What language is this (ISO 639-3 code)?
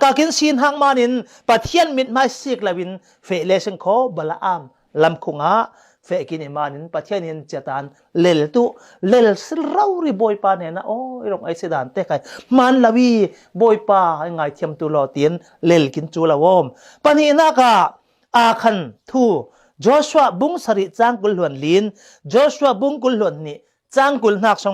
cfm